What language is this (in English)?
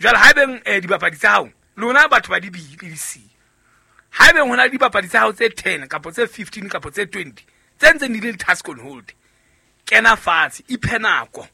Southern Sotho